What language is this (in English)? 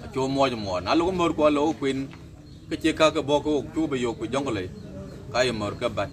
Dinka